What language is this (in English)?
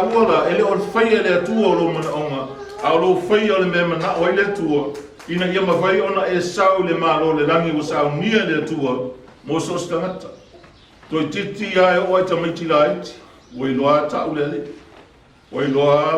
Samoan